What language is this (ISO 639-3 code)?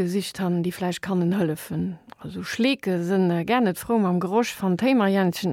ltz